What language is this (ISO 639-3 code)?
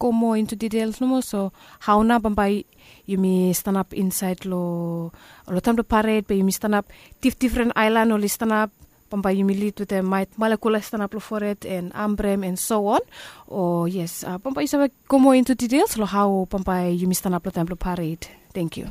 bis